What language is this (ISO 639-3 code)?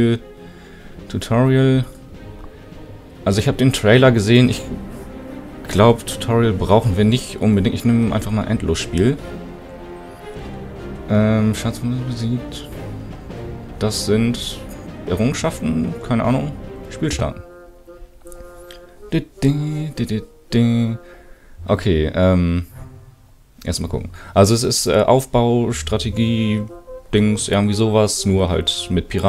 deu